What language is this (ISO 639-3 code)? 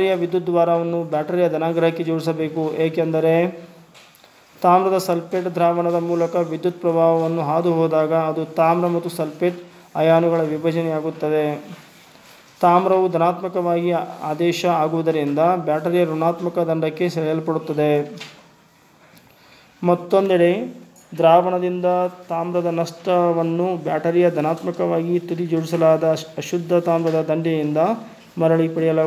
kan